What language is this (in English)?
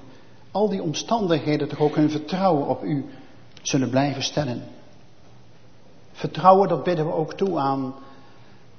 Dutch